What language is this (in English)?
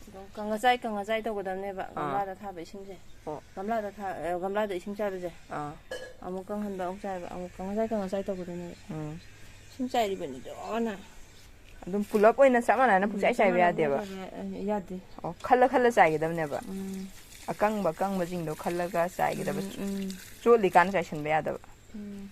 Manipuri